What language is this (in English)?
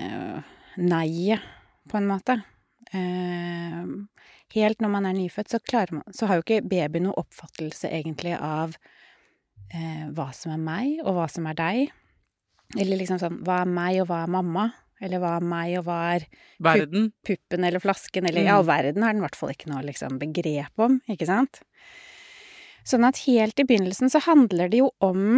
Norwegian